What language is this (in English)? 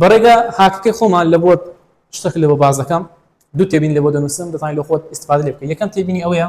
Central Kurdish